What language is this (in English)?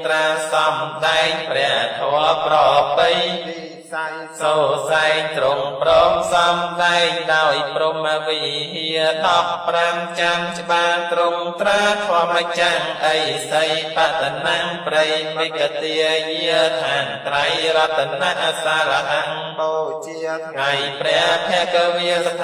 Khmer